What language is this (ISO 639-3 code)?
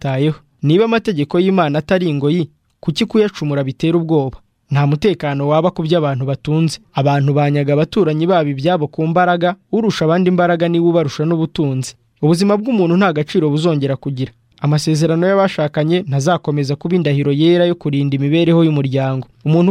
kin